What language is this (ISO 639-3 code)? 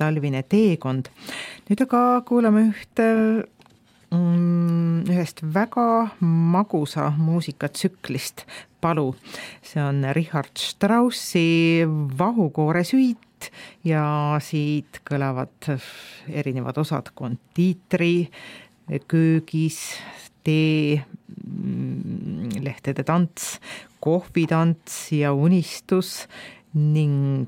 est